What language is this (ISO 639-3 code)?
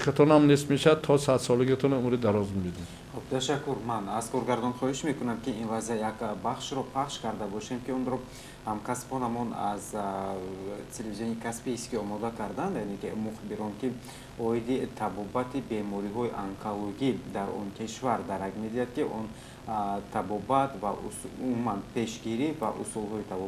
tgk